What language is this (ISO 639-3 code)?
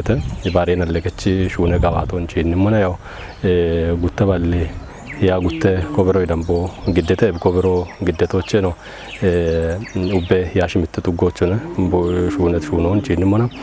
kbr